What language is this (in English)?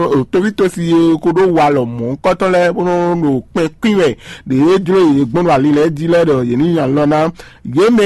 Fon